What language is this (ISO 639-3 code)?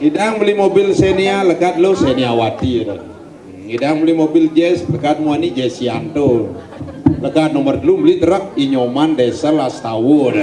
ban